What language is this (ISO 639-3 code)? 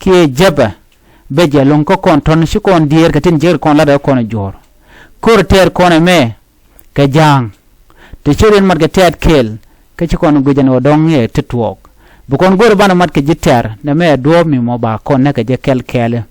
nus